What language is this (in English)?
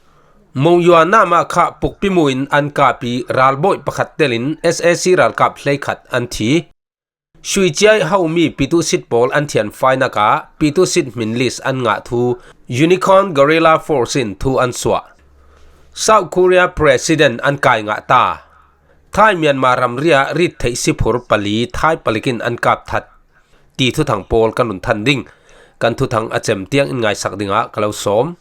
Falam Chin